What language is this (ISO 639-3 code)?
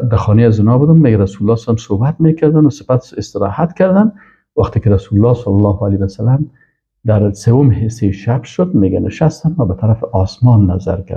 fas